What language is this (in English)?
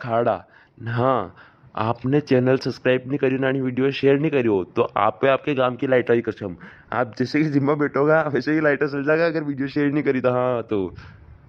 Rajasthani